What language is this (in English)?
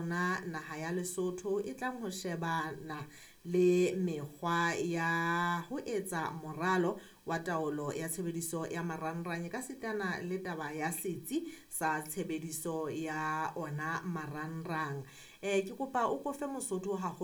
Southern Sotho